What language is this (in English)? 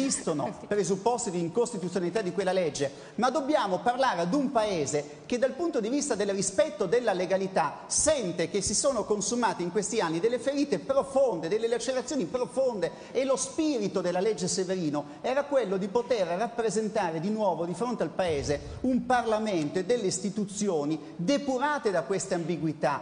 Italian